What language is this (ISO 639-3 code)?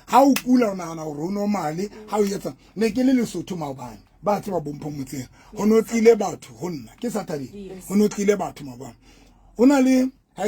sot